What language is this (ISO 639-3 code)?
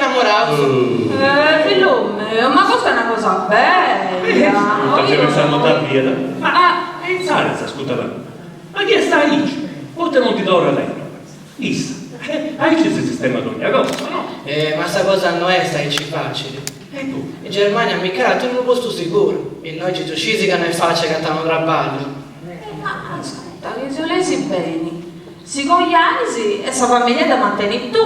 srd